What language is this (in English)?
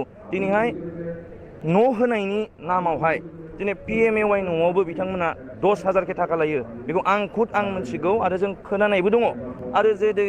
Bodo